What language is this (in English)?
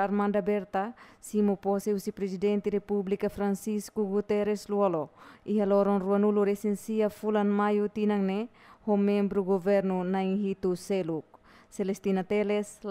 Tetum